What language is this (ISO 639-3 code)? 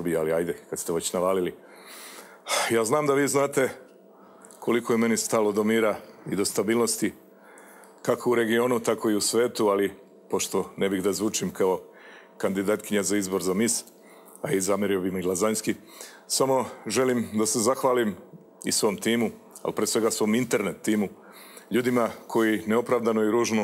srp